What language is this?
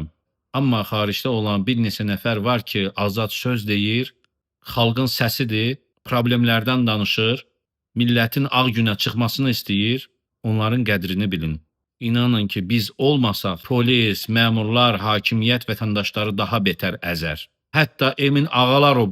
Azerbaijani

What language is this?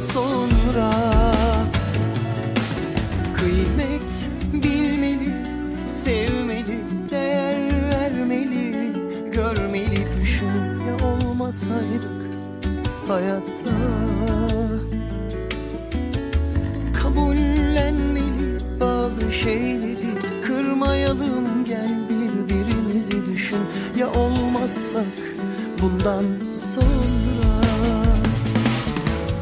Turkish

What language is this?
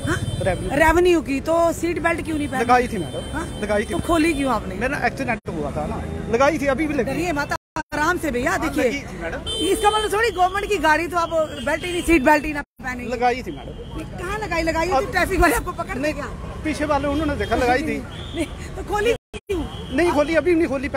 Hindi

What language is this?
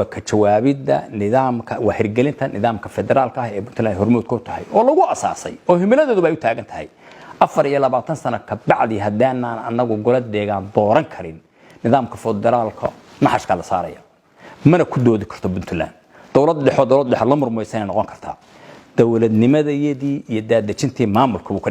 Somali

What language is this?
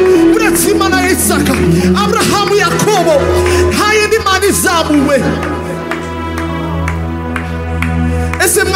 Kinyarwanda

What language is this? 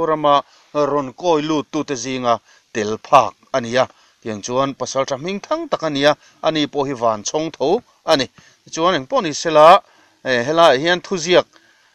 Mizo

